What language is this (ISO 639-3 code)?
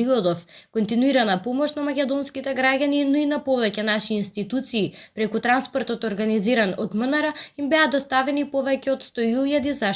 mkd